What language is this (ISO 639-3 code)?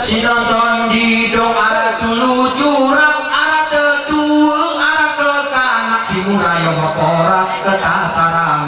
gay